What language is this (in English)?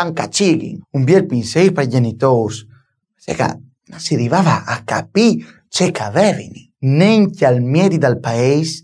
Friulian